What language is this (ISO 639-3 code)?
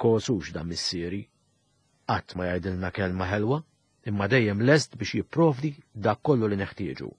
mlt